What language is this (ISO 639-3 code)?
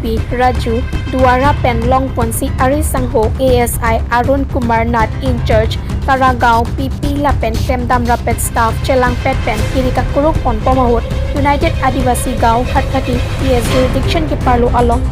mjw